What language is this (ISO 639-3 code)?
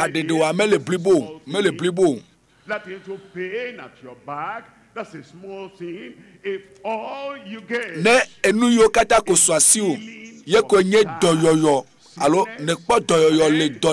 ewe